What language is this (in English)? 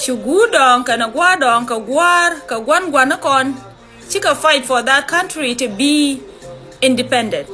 Nuer